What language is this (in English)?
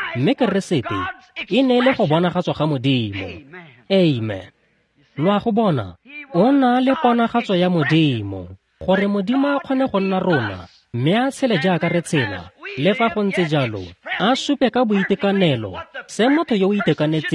Tswana